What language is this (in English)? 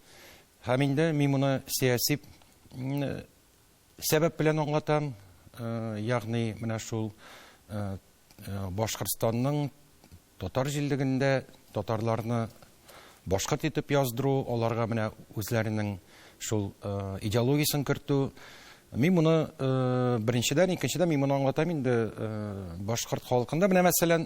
Tatar